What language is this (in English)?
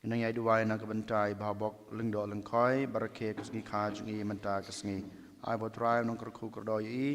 Khasi